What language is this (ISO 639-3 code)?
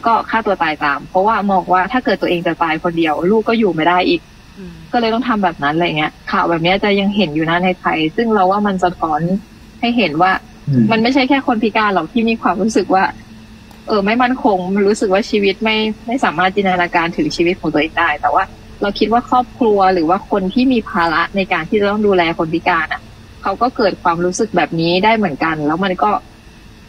tha